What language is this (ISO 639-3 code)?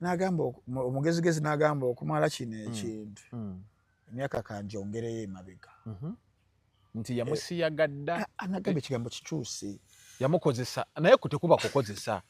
lug